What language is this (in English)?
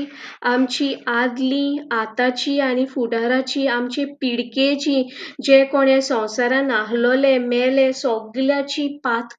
Konkani